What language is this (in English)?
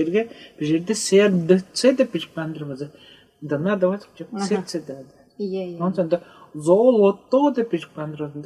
Tuvinian